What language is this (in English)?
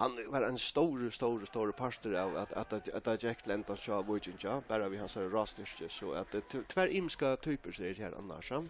Faroese